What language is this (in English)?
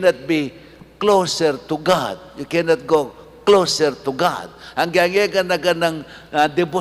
Pampanga